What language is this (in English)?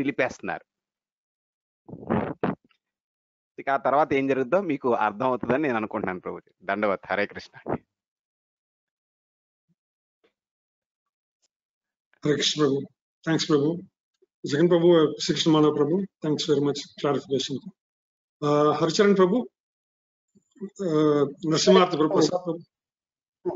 Telugu